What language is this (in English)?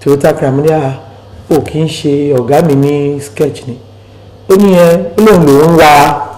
Yoruba